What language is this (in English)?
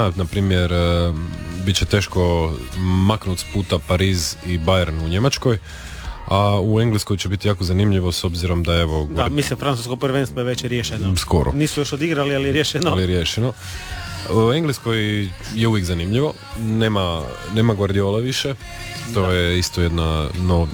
Croatian